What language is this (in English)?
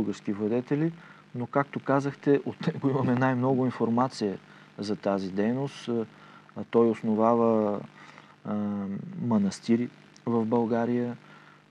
Bulgarian